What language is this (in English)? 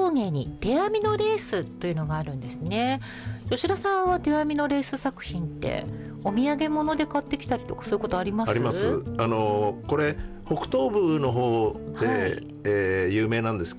Japanese